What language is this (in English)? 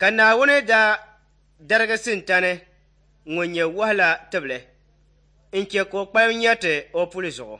Dagbani